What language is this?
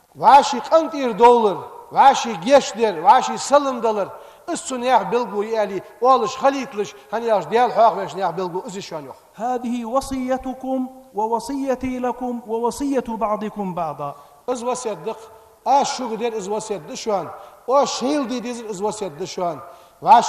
Ingush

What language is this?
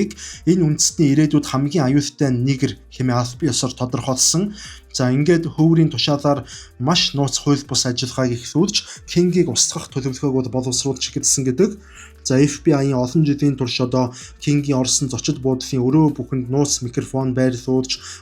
Mongolian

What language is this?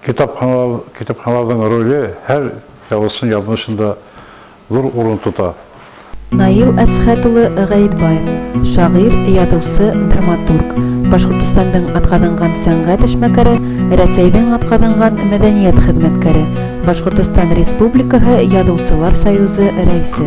Bashkir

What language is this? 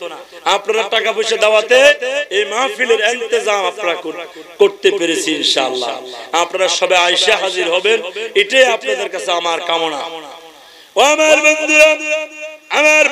Bangla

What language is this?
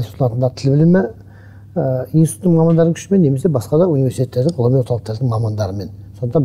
Kazakh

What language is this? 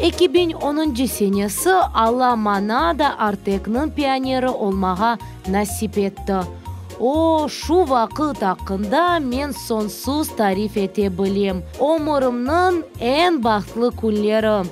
Crimean Tatar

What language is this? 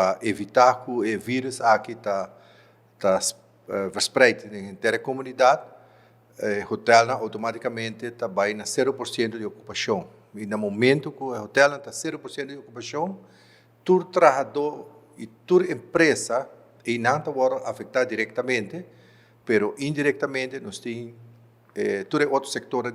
Papiamento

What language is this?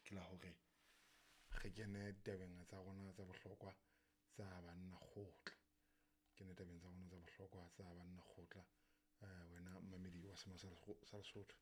Southern Sotho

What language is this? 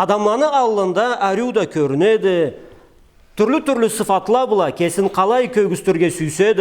Karachay-Balkar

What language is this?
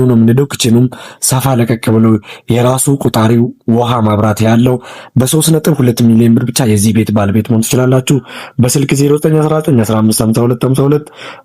Amharic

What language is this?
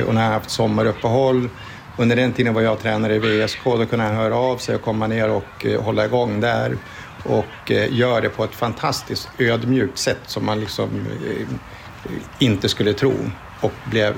Swedish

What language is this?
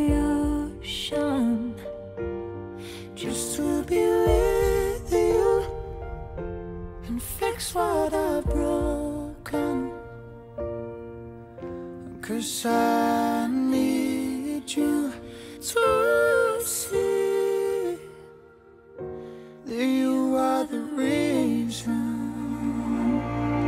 Slovak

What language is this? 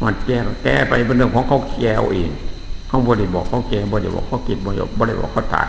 Northeastern Thai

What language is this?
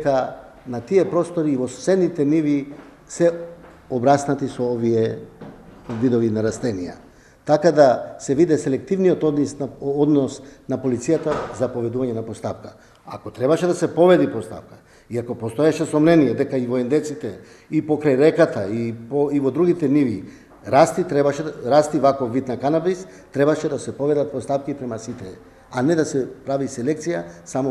Macedonian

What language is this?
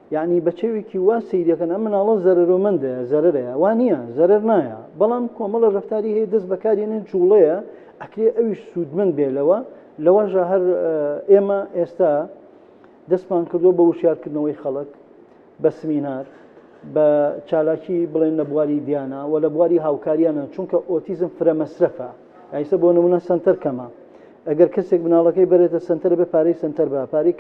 Central Kurdish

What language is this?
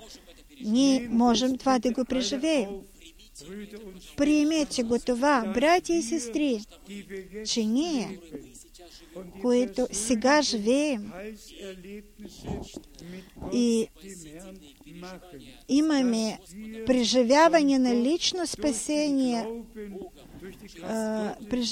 Bulgarian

